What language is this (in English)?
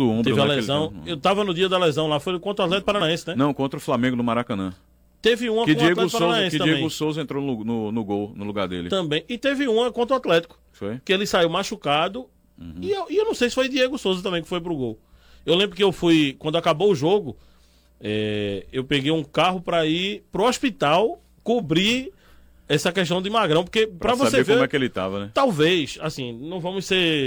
Portuguese